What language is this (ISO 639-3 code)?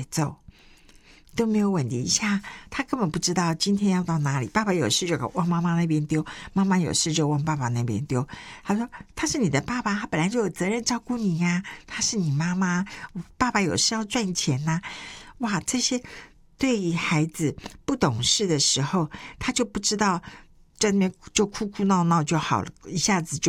zho